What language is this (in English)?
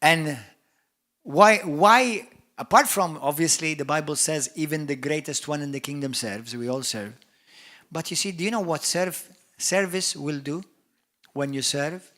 English